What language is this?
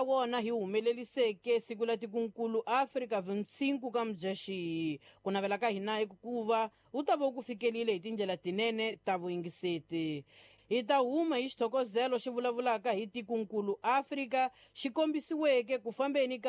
Tsonga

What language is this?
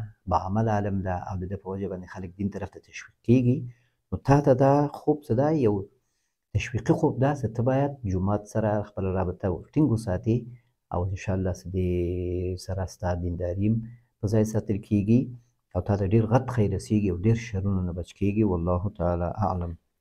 Pashto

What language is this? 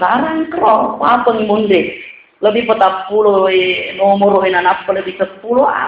Buginese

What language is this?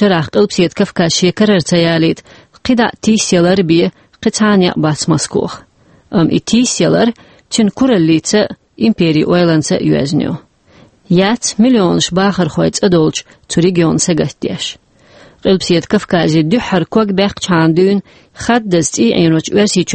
Chechen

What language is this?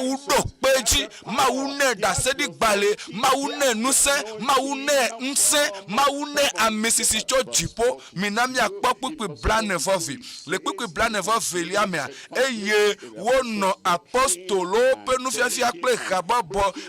Ewe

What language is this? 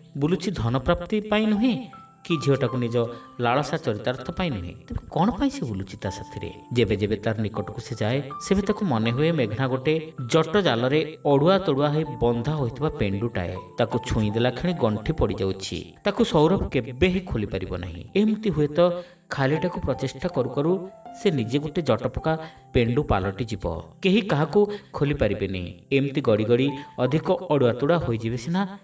Odia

